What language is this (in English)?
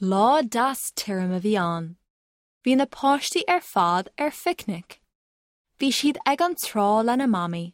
Irish